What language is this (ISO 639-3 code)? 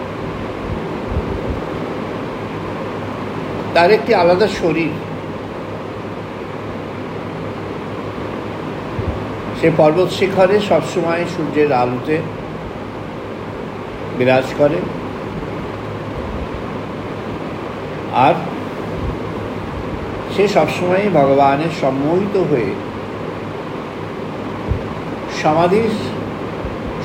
ben